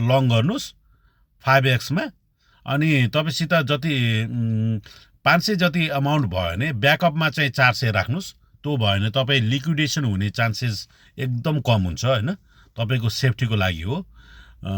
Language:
Nepali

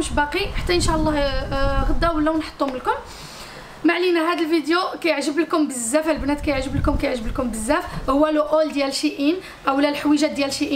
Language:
Moroccan Arabic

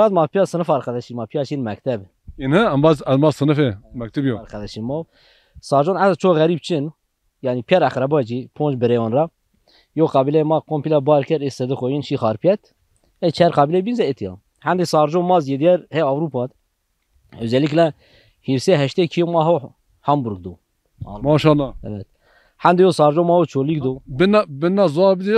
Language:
Zaza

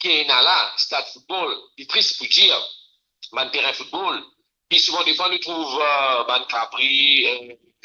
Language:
Morisyen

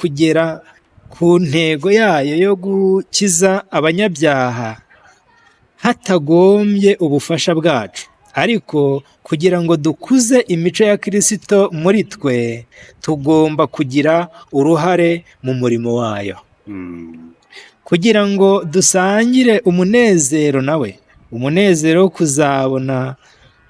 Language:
Kinyarwanda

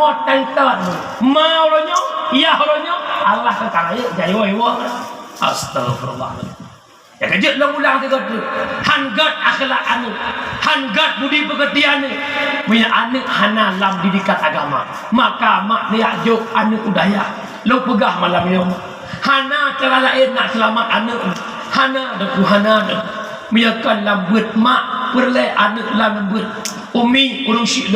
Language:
Achinese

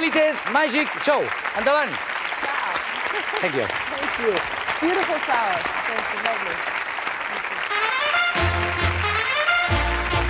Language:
Catalan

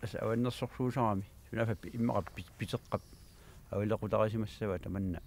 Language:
Kalaallisut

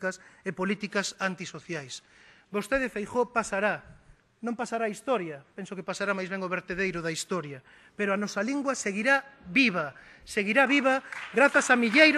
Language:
Galician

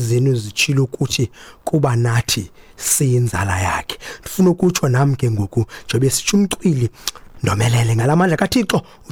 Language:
Xhosa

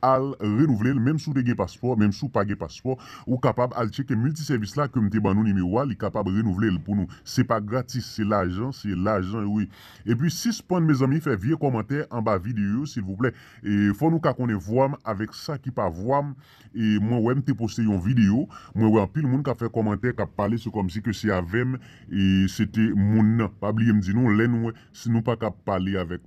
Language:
Haitian Creole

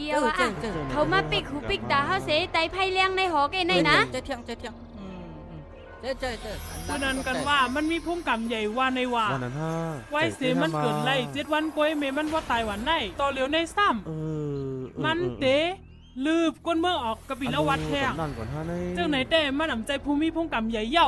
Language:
Shan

